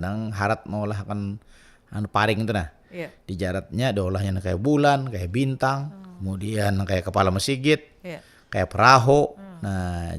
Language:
Banjar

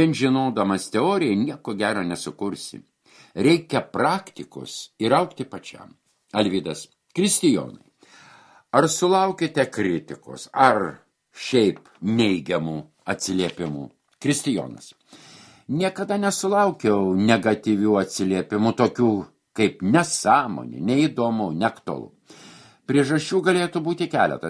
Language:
Lithuanian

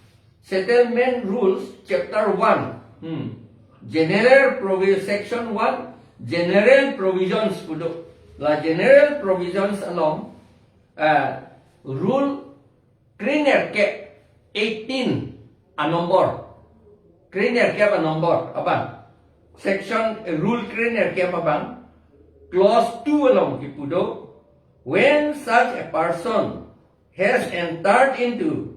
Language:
Karbi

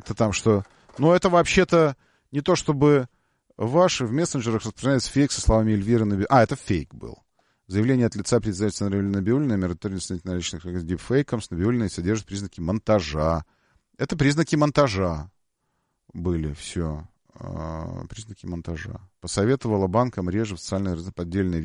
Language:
Russian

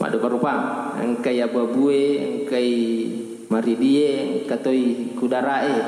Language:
Buginese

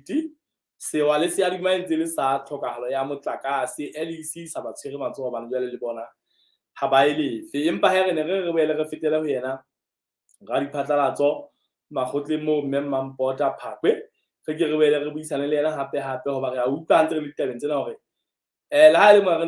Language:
Southern Sotho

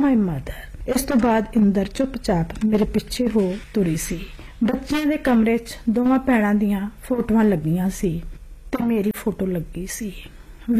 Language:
Punjabi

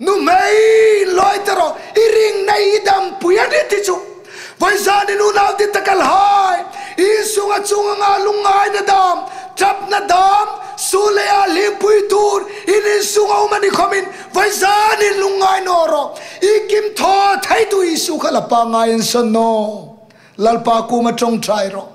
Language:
Hmar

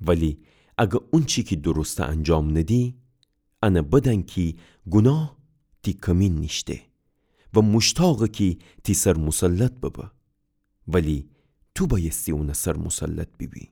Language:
Gilaki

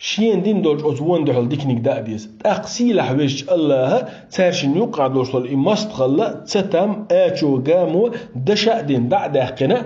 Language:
Chechen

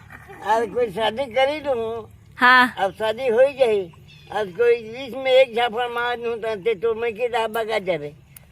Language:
Chhattisgarhi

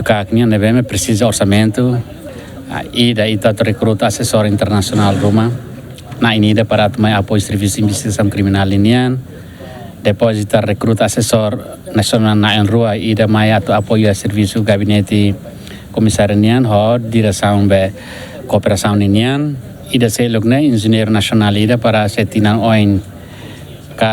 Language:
Tetum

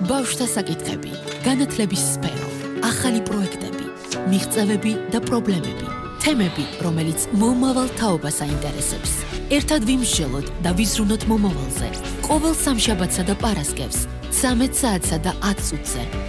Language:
Georgian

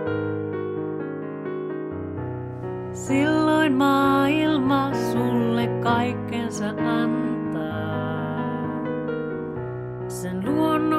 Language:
Finnish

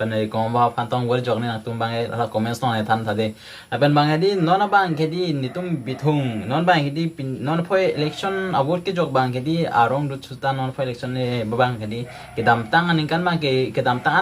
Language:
Karbi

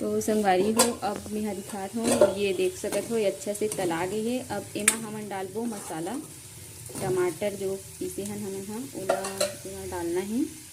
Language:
Chhattisgarhi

